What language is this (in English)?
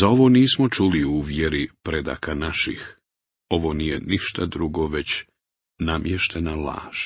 Bosnian